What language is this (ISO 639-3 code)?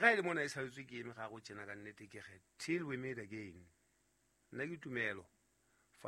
sot